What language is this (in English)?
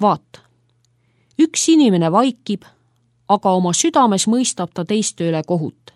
Estonian